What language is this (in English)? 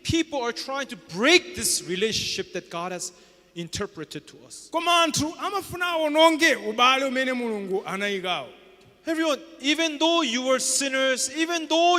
Nyanja